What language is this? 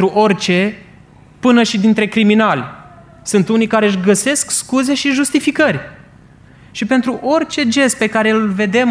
Romanian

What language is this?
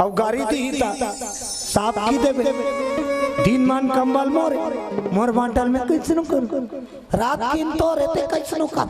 Chhattisgarhi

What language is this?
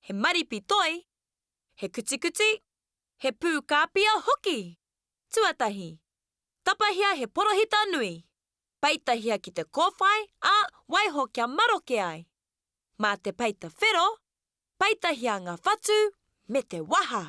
Māori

